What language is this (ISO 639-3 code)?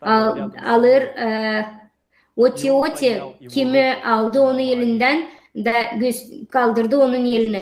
gag